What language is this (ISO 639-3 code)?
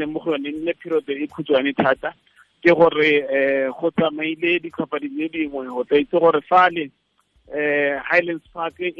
tsn